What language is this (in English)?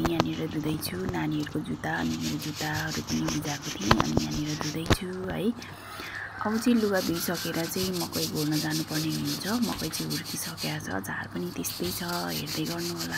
Nepali